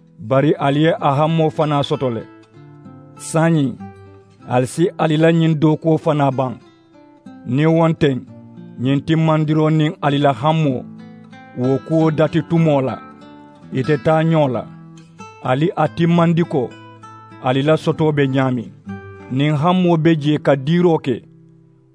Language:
Mandingo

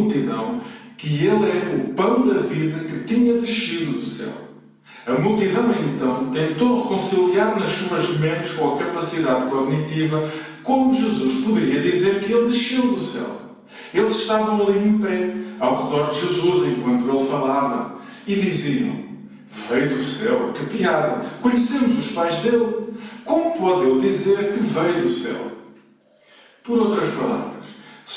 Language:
Portuguese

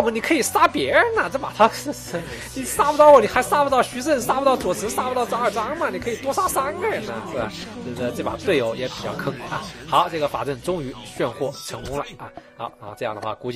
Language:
Chinese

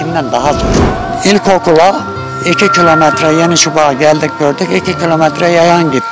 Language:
Turkish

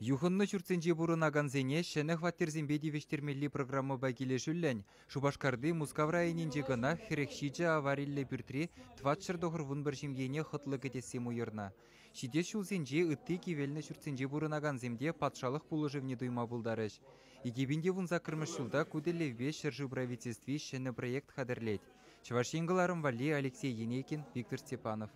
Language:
Chuvash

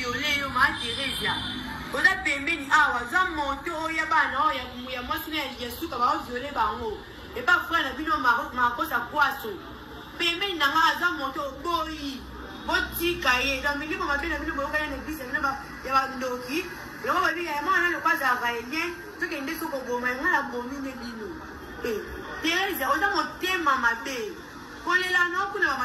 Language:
Lingala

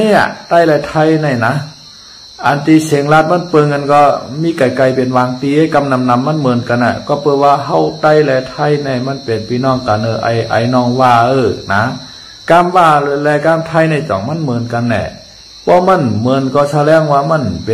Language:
Shan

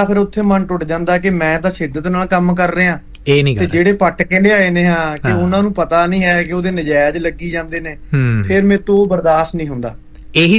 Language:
Punjabi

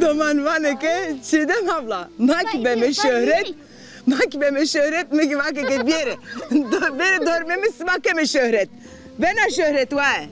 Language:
Zaza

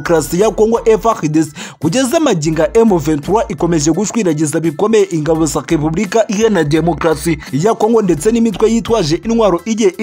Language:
Kinyarwanda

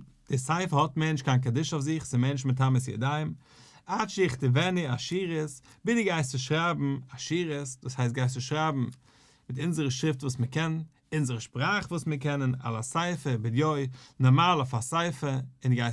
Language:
Yiddish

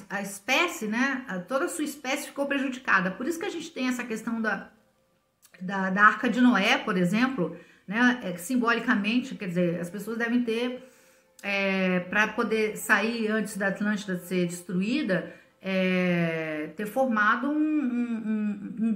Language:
Portuguese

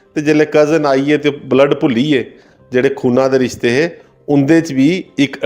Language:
Dogri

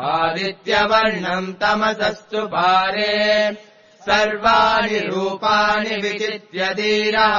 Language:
Sanskrit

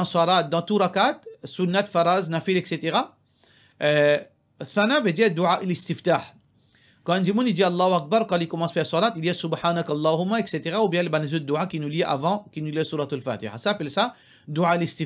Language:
Morisyen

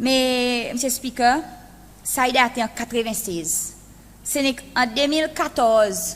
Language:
Seselwa Creole French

